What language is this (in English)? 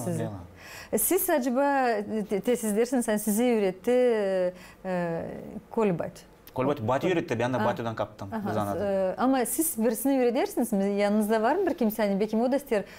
Gagauz